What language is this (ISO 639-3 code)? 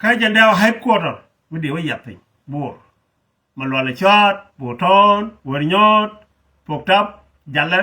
nus